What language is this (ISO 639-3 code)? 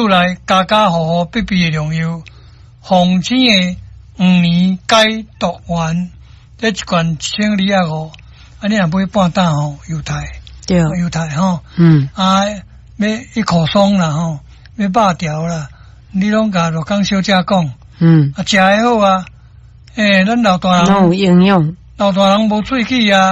nan